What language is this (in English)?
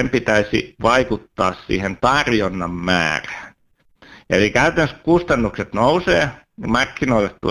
Finnish